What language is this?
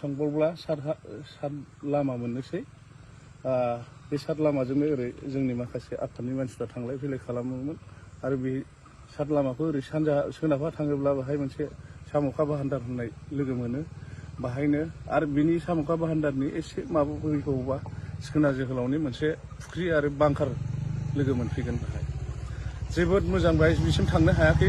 Bodo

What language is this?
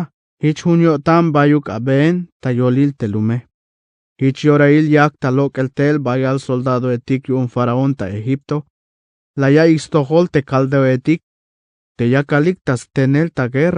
Tzeltal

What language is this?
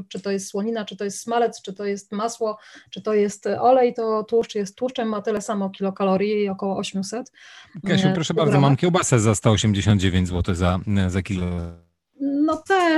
Polish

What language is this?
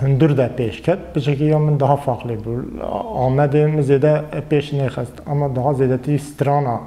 Kurdish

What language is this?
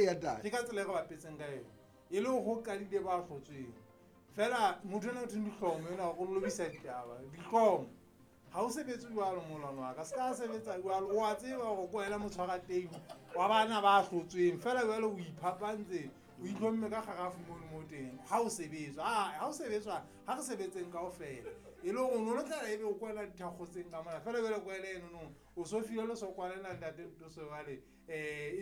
Southern Sotho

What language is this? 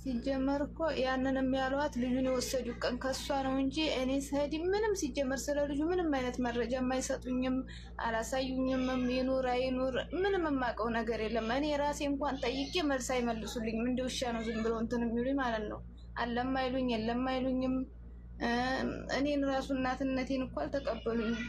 Amharic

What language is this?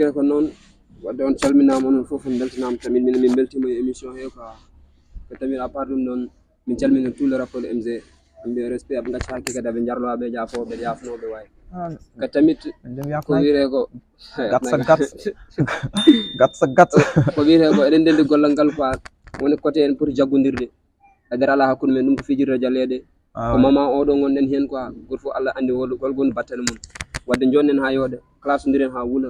Fula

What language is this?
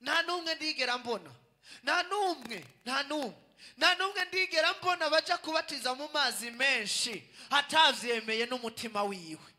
Rundi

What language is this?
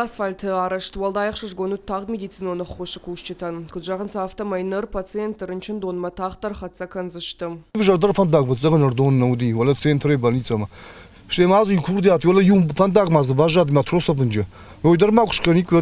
Ossetic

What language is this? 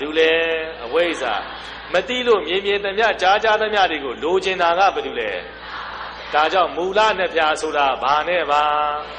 Burmese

